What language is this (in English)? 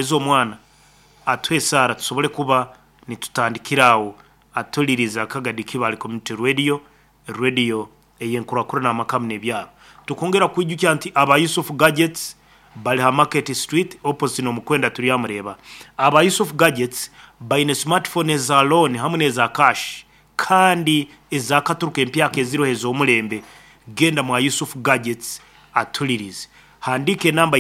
Nyankole